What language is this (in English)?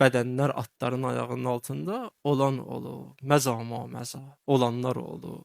Azerbaijani